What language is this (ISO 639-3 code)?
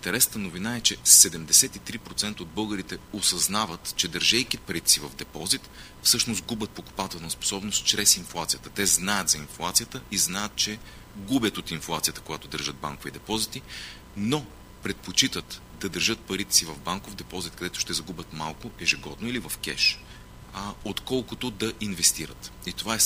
bul